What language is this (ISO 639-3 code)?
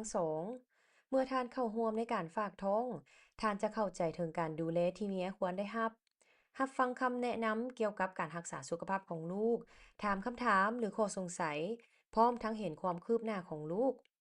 lao